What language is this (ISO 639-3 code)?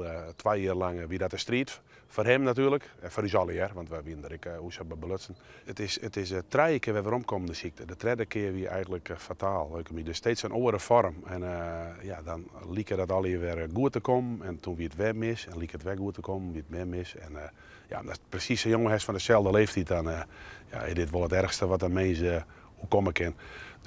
fry